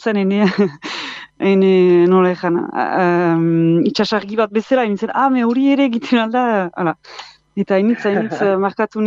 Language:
Basque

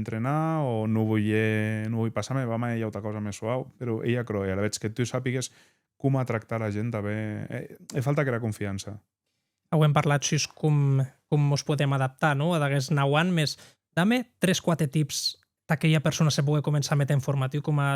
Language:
Occitan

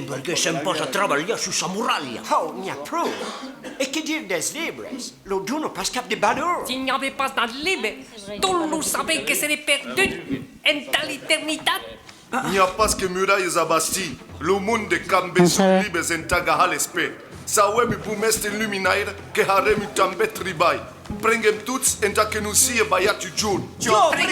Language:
Occitan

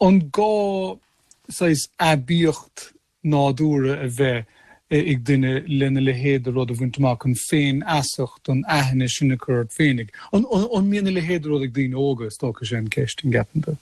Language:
Irish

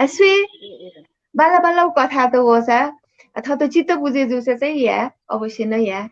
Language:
Newari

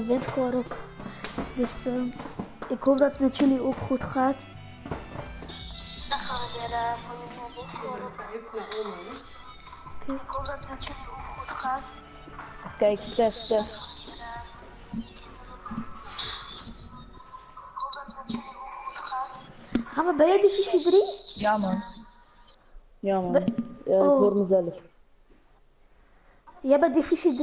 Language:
Dutch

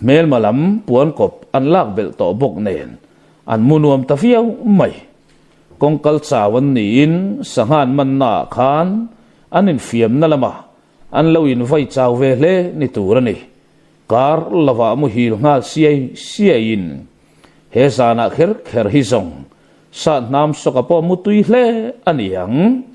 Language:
Mizo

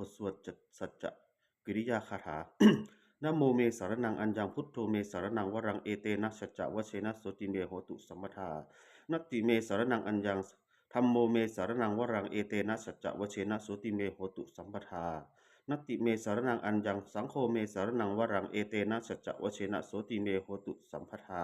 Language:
Pali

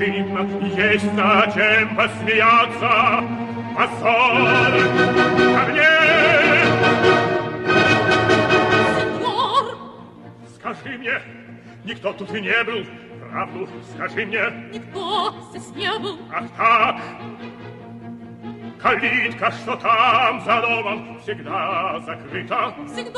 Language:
Russian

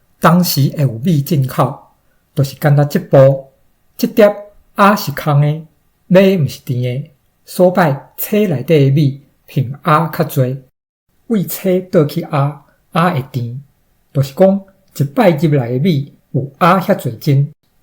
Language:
Min Nan Chinese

